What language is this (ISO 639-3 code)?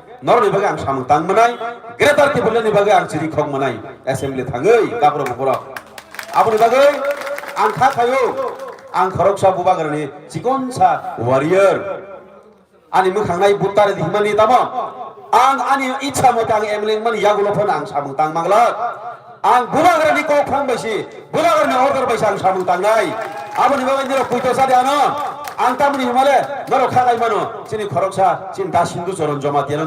trp